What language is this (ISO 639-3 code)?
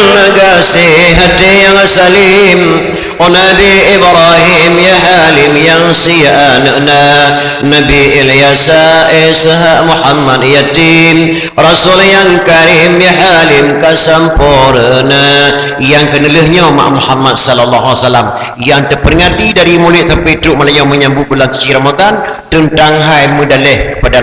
ace